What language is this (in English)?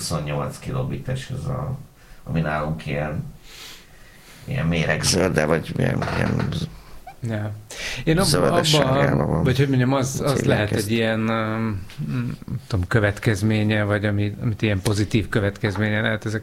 Hungarian